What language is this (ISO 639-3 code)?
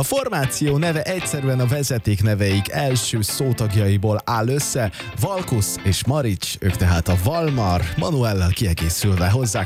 hun